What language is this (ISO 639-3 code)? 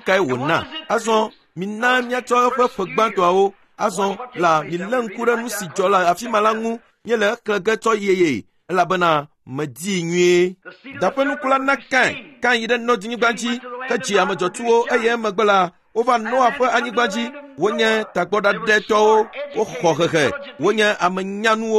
ewe